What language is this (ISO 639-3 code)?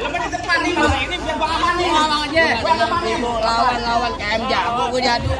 bew